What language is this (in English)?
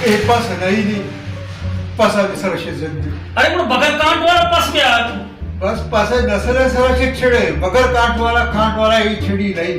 Baluchi